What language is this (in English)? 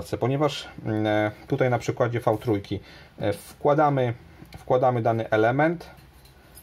Polish